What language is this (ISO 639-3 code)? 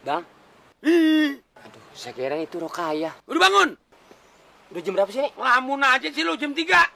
bew